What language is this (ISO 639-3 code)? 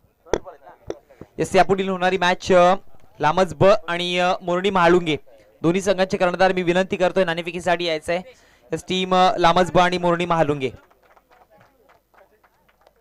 mar